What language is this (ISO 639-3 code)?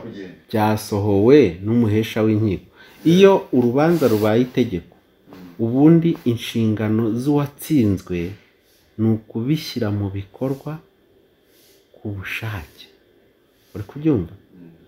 kin